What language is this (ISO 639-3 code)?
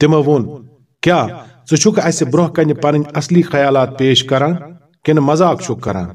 kas